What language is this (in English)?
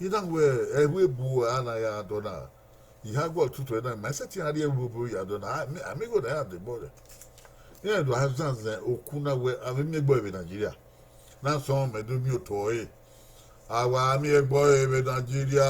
Bini